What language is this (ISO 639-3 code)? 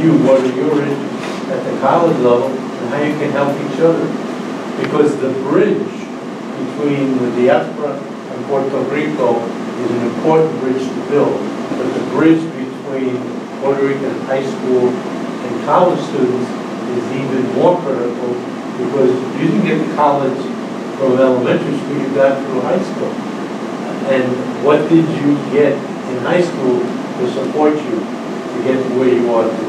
eng